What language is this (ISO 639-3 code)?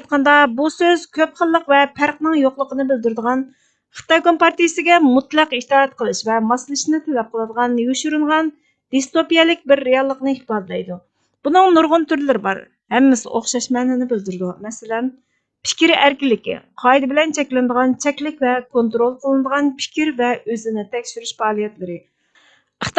uig